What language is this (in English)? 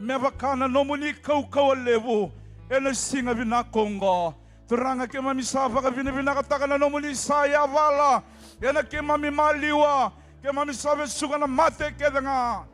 Fijian